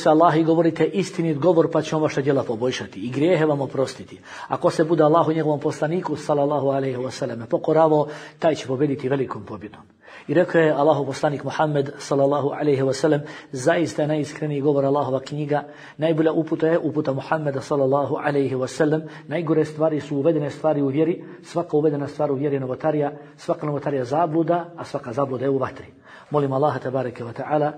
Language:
Bosnian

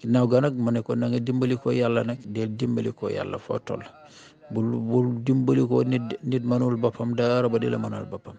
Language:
Wolof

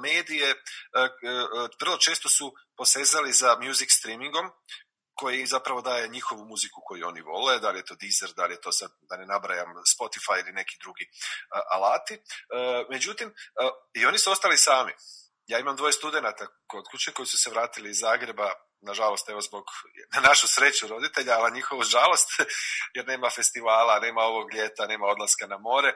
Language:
Croatian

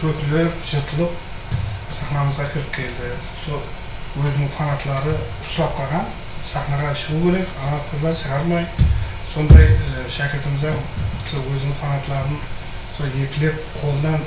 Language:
Kara-Kalpak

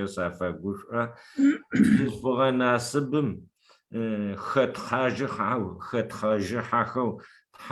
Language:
Adyghe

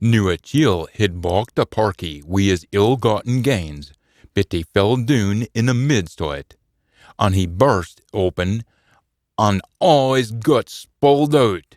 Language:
Scots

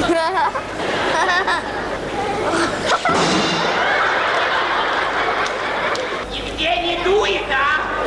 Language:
Russian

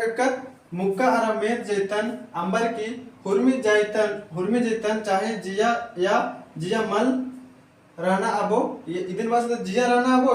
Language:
Kurukh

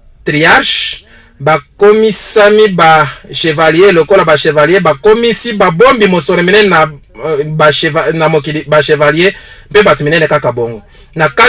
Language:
Lingala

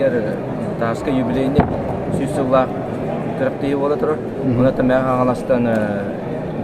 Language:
Yakut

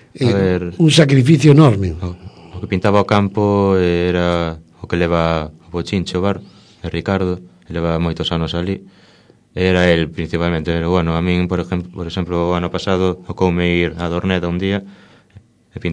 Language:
Galician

